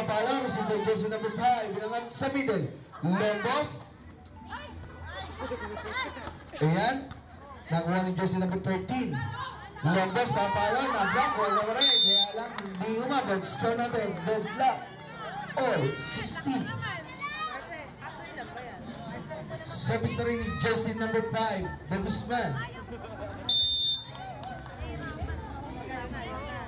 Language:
Filipino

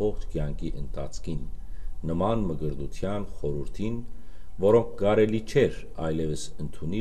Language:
Western Armenian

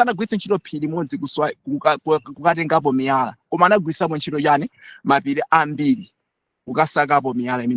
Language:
Nyanja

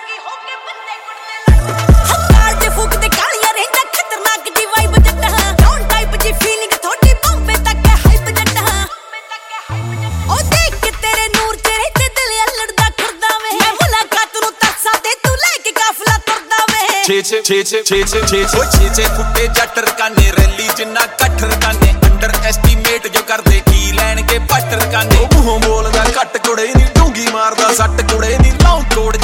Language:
Punjabi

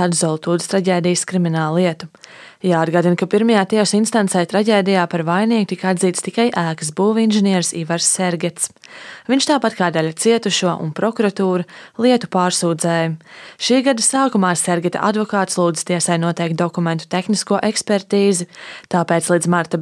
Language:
Latvian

